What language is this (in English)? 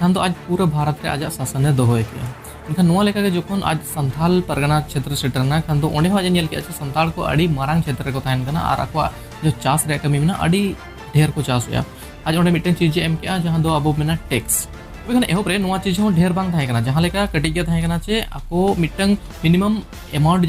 Santali